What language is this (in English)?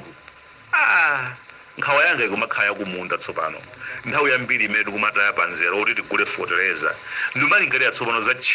Nyanja